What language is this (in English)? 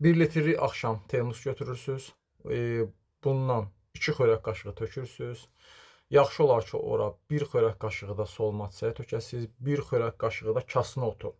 Azerbaijani